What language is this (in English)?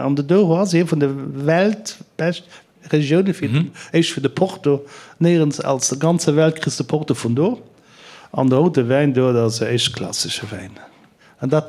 Luxembourgish